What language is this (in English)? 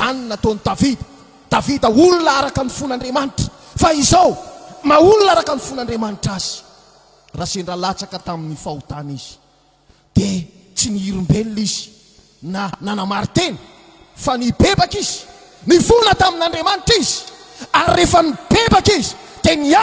Malagasy